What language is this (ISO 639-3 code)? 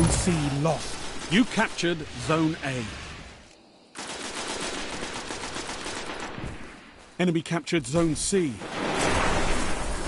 eng